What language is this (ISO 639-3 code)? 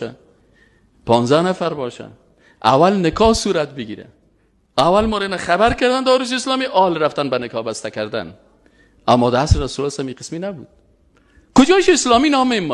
fas